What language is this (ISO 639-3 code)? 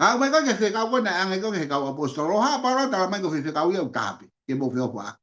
ton